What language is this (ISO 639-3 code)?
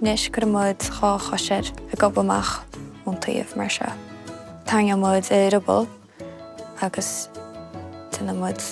gle